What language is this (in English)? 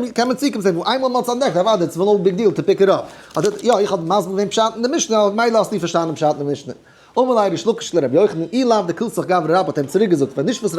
Yiddish